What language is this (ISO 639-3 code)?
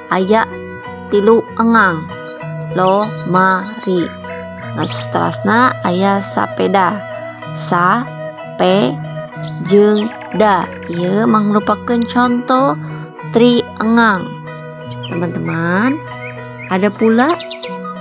sun